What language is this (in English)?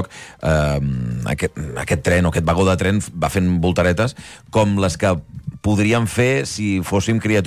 Catalan